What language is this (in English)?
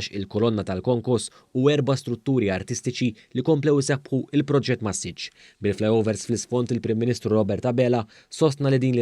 Maltese